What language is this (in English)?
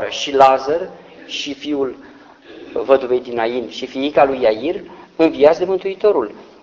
Romanian